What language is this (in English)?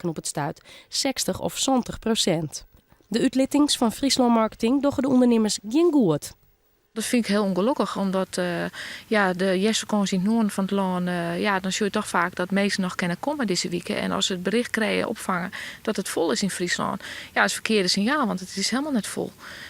Western Frisian